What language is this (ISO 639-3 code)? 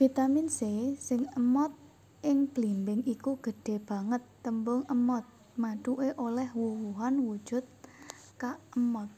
jav